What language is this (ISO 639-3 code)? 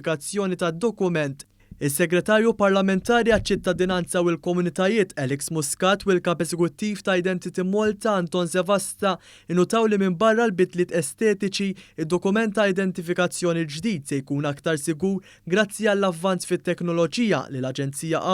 mlt